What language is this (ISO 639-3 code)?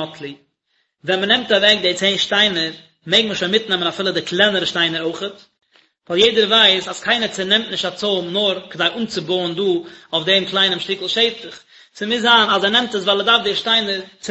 yid